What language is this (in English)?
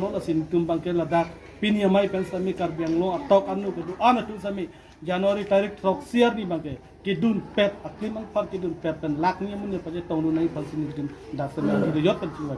Karbi